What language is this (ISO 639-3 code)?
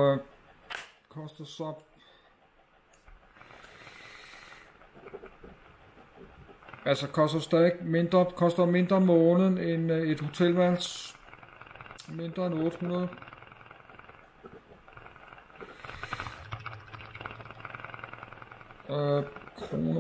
dan